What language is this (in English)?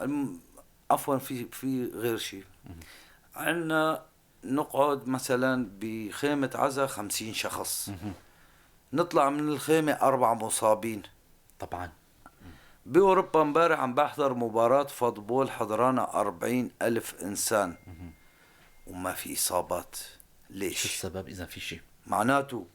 North Levantine Arabic